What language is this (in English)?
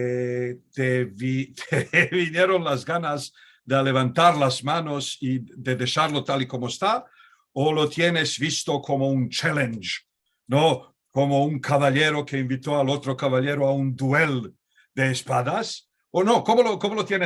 Ladino